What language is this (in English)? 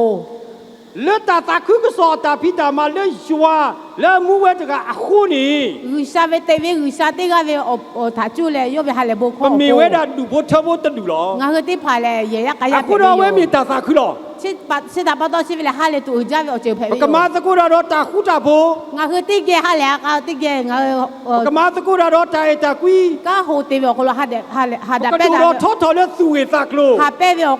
Lahu